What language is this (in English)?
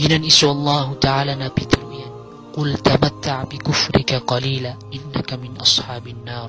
Maranao